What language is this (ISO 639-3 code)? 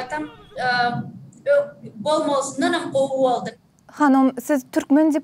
tuk